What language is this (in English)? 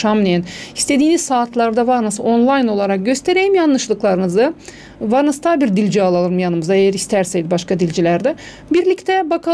Gagauz